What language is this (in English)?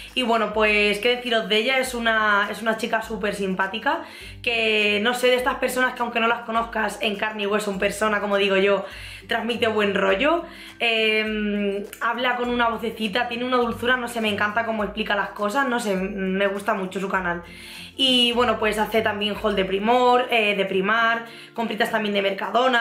Spanish